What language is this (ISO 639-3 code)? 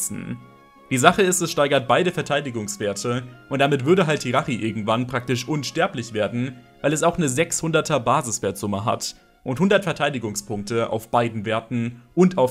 deu